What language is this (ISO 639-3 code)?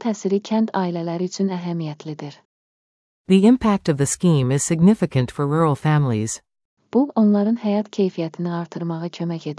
aze